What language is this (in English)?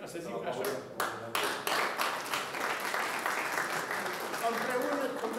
Romanian